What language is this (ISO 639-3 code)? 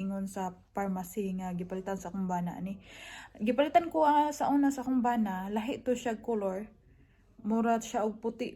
ceb